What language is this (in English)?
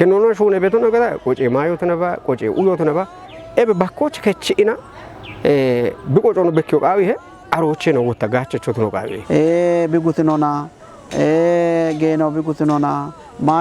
Kafa